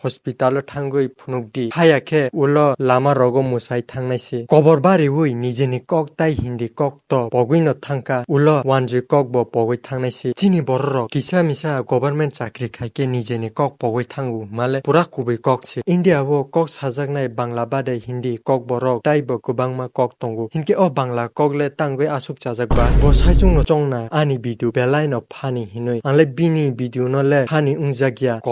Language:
Kok Borok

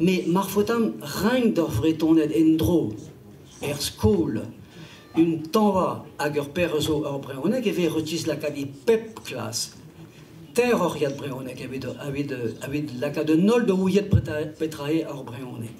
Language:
Breton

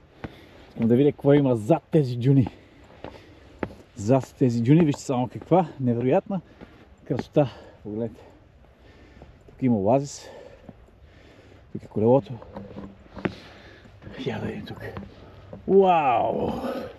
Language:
Bulgarian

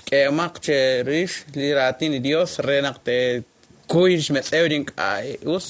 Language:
Kekchí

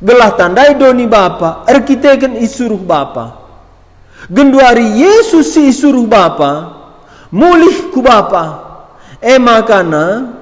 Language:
Batak Karo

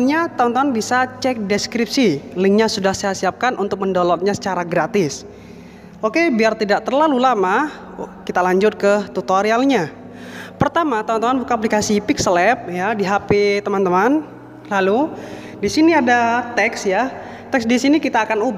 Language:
Indonesian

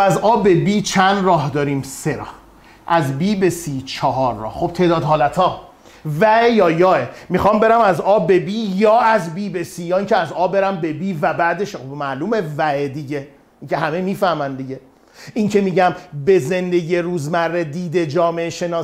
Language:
Persian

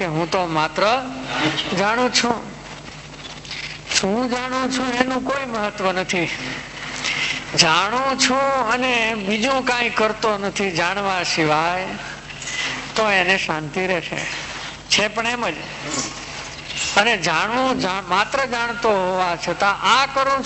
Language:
Gujarati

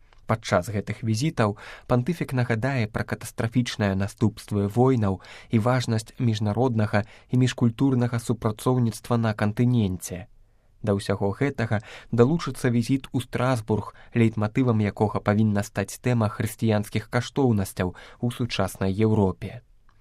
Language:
Belarusian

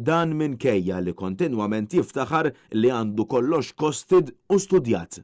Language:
Maltese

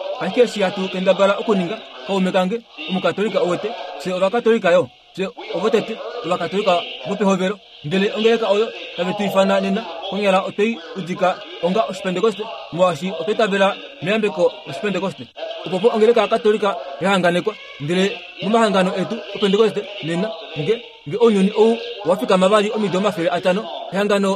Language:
Kuanyama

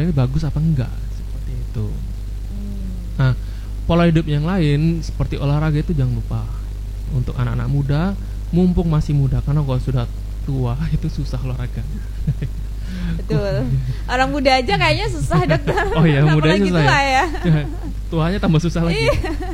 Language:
Indonesian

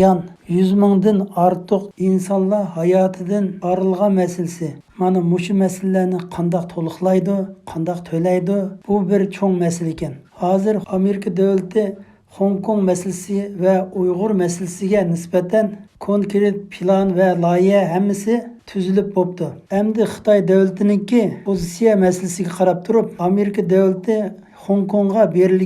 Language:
Uyghur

